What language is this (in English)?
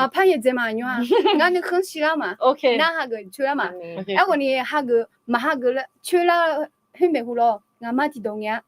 Akha